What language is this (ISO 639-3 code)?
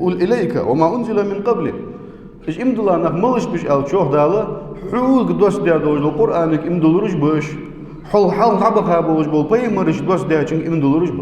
inh